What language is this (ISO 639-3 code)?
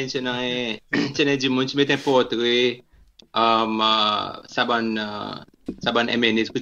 crs